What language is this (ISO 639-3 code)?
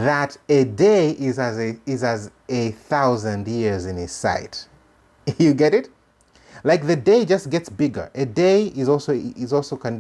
eng